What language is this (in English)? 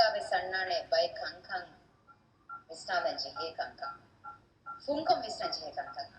Divehi